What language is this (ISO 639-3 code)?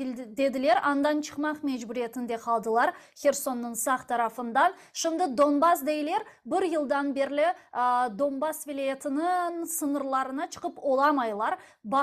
crh